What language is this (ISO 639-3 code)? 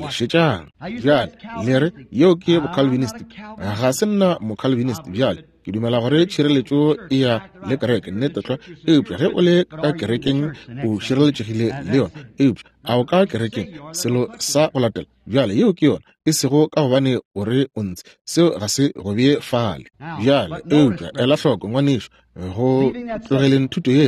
nso